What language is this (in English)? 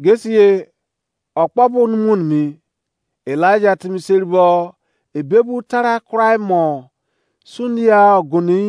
Izon